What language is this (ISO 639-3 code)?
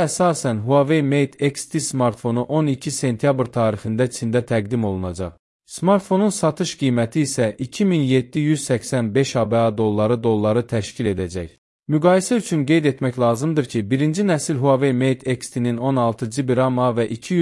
aze